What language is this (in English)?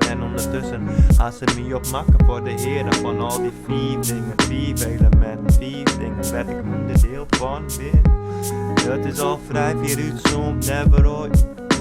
Western Frisian